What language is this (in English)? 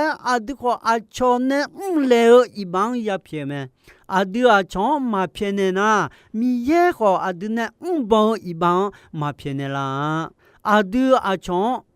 Akha